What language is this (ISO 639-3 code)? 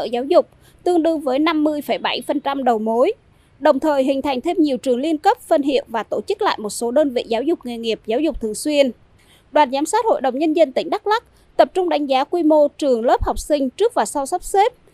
vie